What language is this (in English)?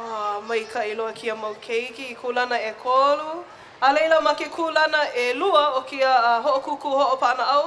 Hawaiian